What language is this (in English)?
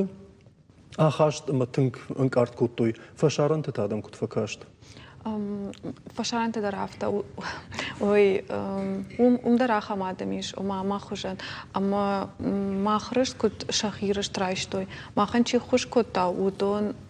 Ossetic